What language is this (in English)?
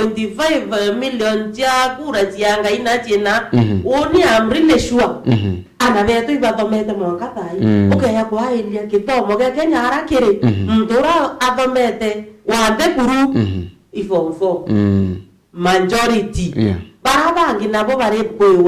Meru